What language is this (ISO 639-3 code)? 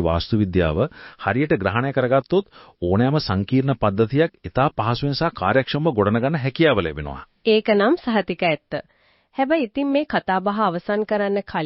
sin